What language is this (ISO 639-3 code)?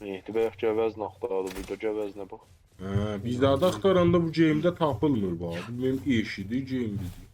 azb